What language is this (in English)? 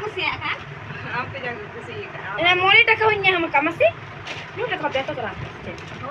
Santali